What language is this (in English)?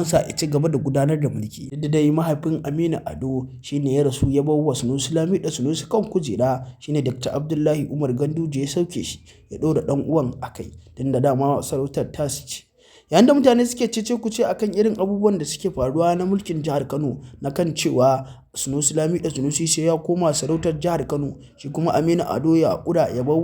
Hausa